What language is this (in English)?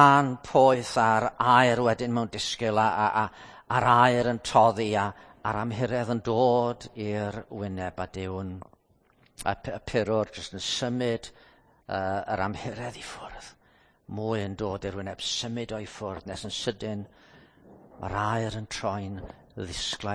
Welsh